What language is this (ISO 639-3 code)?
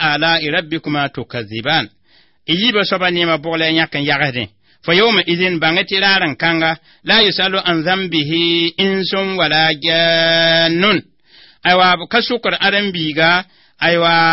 mos